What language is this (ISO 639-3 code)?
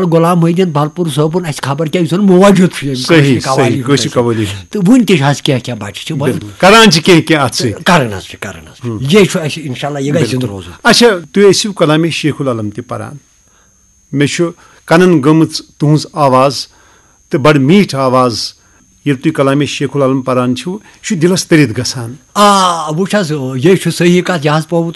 kas